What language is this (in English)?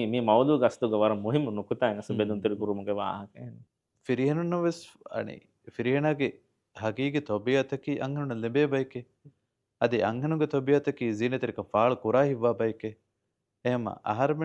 Divehi